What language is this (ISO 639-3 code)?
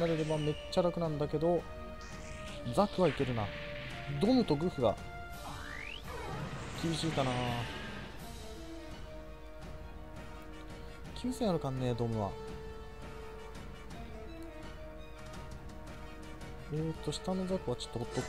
jpn